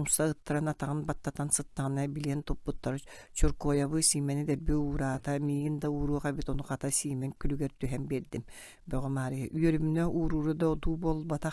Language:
Yakut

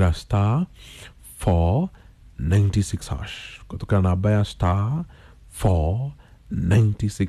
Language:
Kikuyu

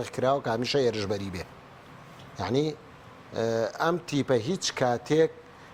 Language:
Central Kurdish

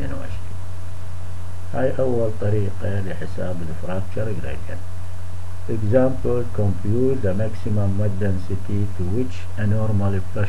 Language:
Mesopotamian Arabic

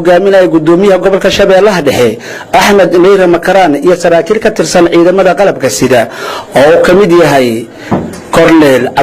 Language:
Somali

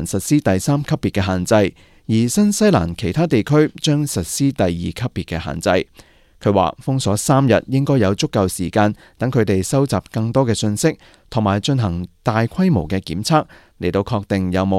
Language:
Cantonese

